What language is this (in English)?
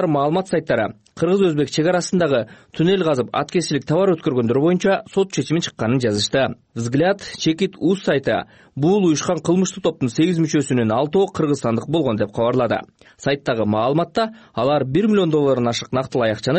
Kyrgyz